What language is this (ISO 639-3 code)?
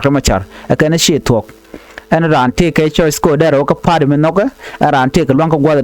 nus